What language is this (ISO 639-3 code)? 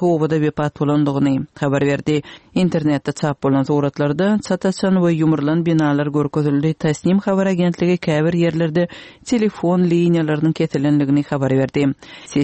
tuk